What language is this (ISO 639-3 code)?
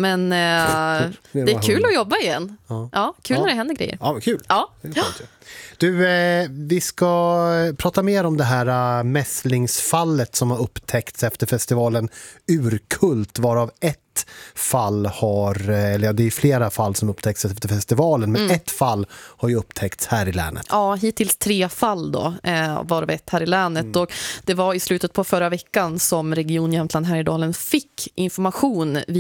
swe